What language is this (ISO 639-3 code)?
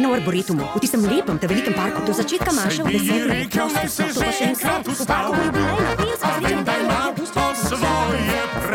slv